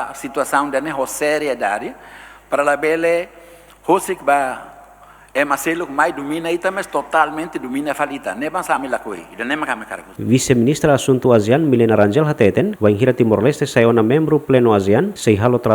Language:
Tetum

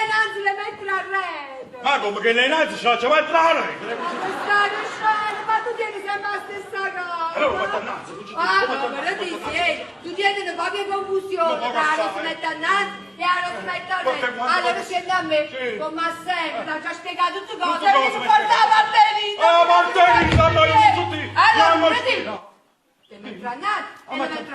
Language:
Neapolitan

